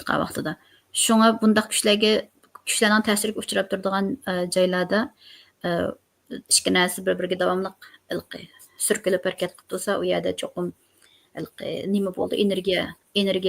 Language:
Uyghur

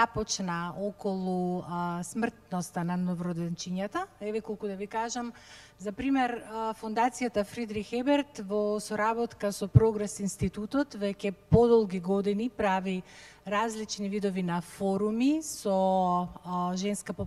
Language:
Macedonian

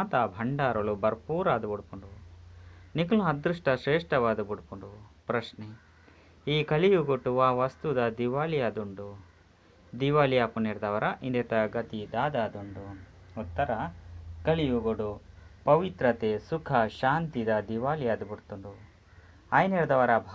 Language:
Tulu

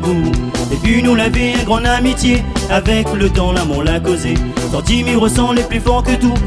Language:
Réunion Creole French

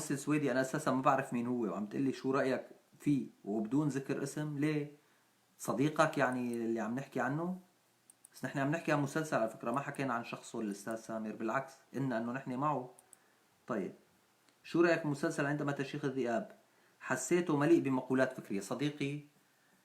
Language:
North Levantine Arabic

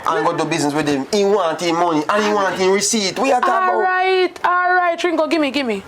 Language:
Jamaican Creole English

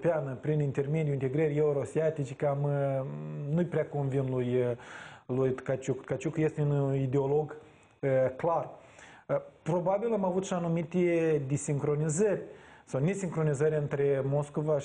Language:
Romanian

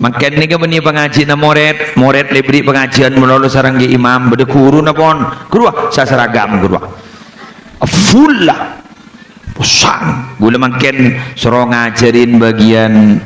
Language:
Madurese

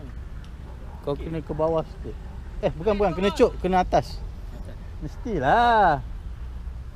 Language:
Malay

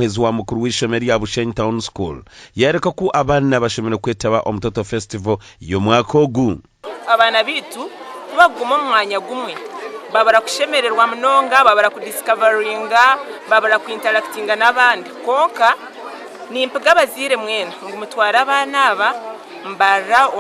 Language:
Nyankole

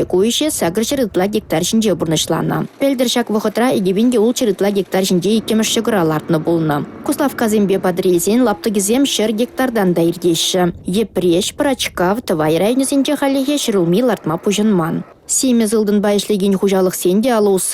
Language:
Chuvash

